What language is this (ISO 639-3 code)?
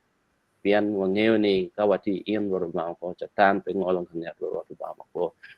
ach